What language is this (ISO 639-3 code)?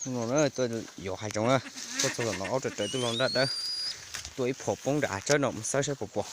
hmn